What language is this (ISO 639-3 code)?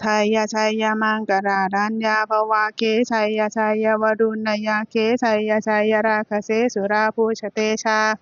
pli